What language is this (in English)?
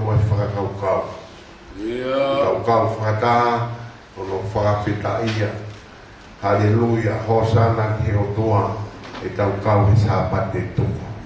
Tongan